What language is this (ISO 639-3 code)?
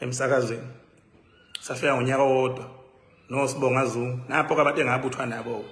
zul